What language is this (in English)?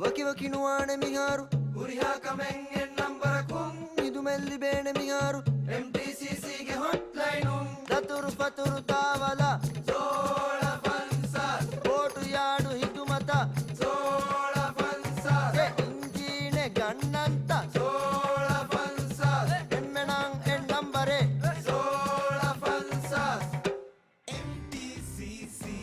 Divehi